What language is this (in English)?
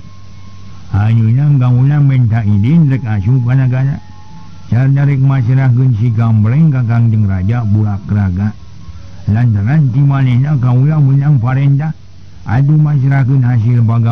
Sundanese